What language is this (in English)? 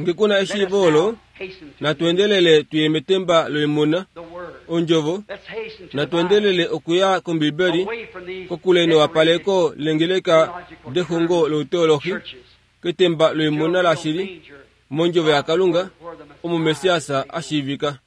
Kuanyama